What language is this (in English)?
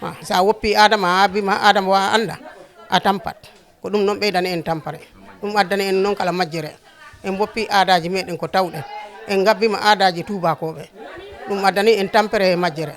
Fula